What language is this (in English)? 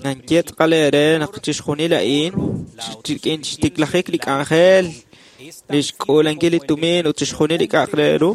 Kekchí